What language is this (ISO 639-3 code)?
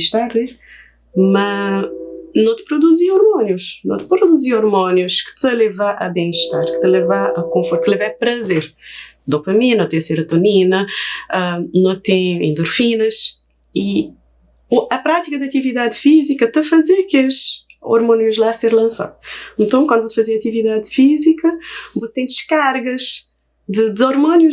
kea